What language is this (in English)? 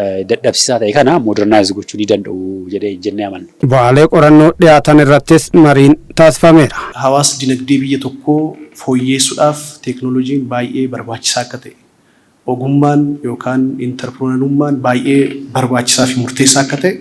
Oromo